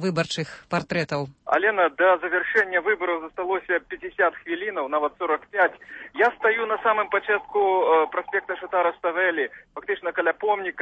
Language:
Belarusian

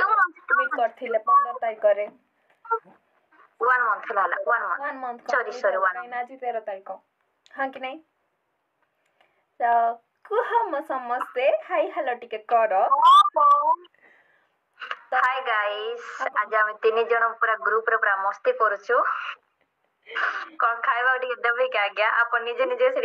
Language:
Odia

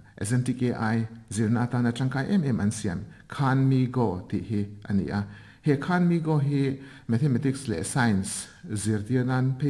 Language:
Mizo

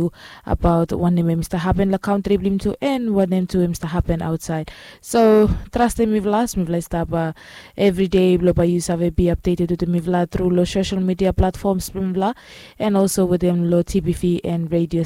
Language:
Bislama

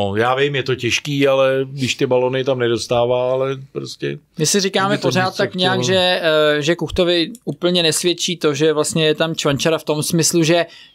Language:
Czech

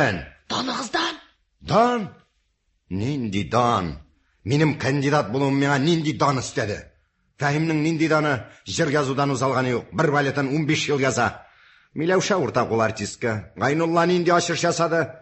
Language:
Tatar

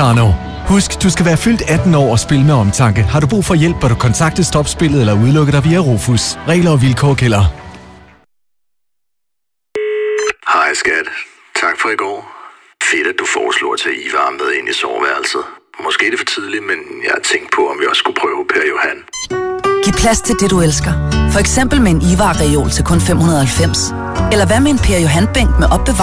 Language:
Danish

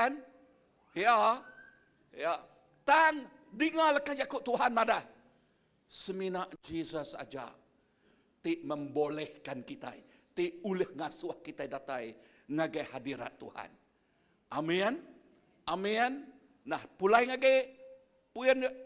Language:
Iban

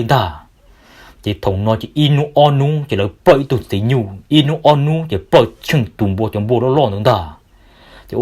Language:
Hmong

